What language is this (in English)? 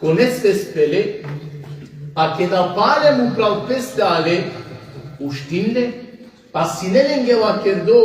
Balkan Romani